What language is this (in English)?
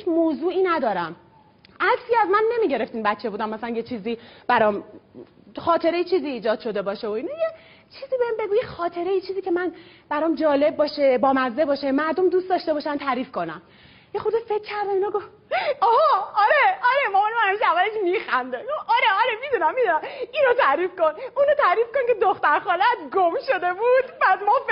Persian